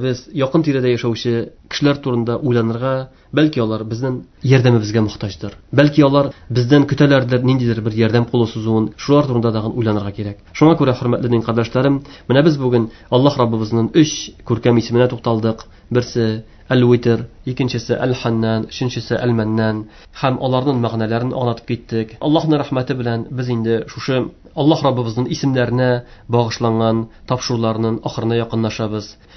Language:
Tatar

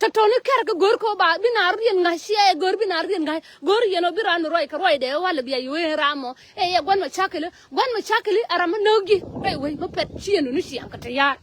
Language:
Nuer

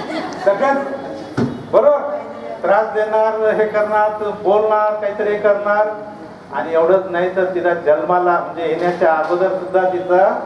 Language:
Marathi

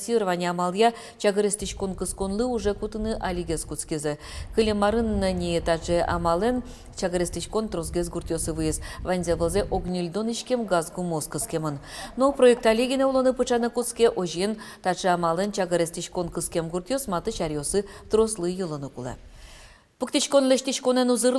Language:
Udmurt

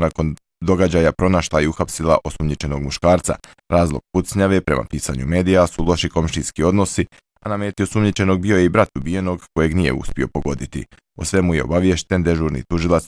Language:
Bosnian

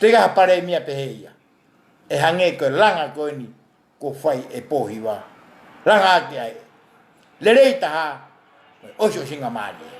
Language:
Tongan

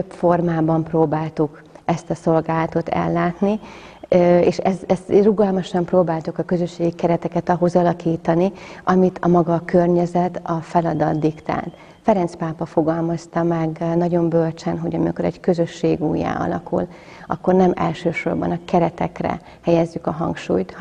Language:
Hungarian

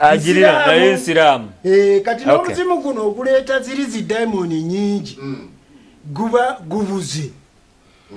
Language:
Ganda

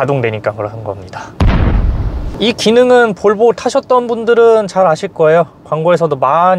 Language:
Korean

